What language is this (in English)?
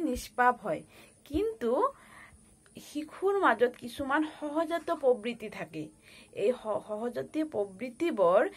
Assamese